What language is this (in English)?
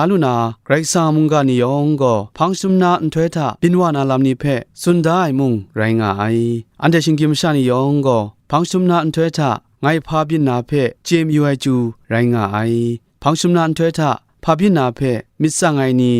Kachin